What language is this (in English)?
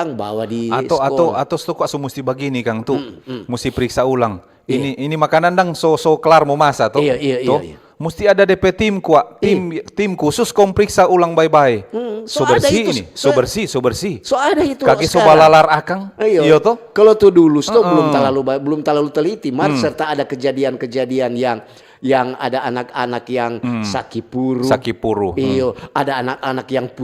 Manado Malay